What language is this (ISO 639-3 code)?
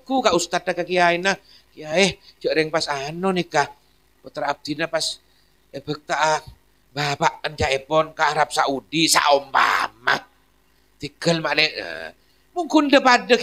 mad